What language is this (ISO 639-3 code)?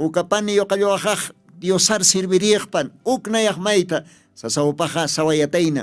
aym